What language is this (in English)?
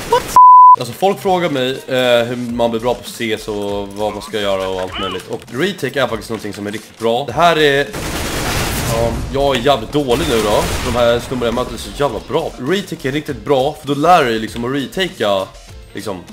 Swedish